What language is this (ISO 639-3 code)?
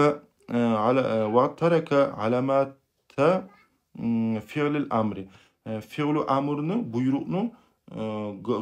kum